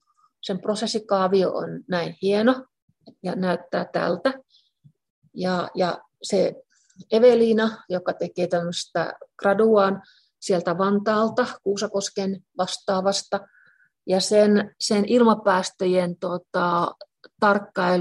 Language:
Finnish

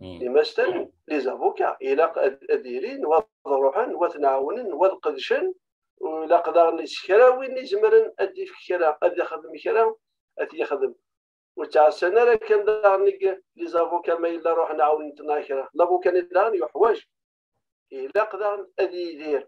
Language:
Kabyle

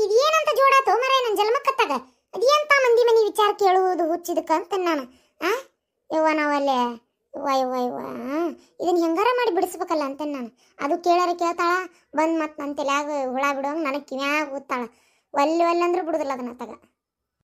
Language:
Kannada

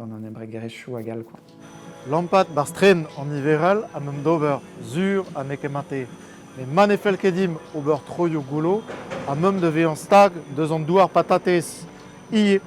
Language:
Breton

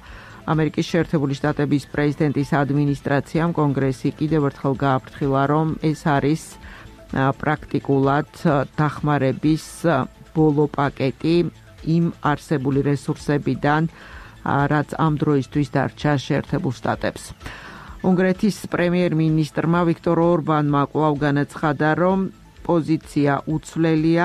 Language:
Georgian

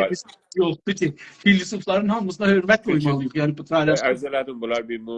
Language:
South Azerbaijani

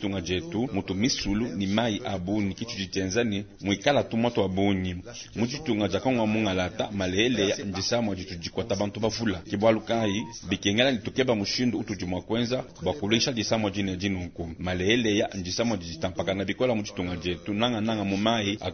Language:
Luba-Lulua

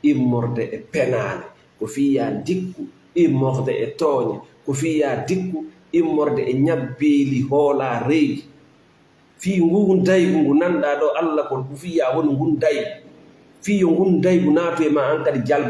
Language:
Fula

